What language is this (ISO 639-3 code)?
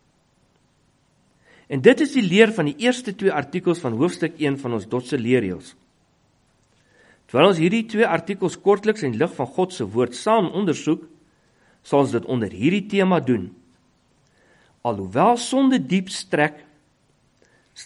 afr